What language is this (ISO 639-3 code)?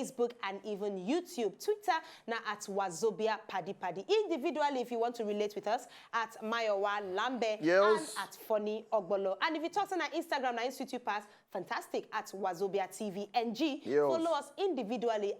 pcm